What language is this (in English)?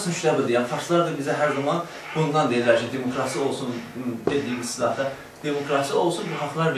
South Azerbaijani